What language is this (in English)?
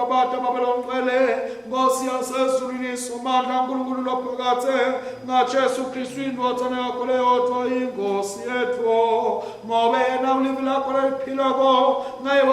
Swati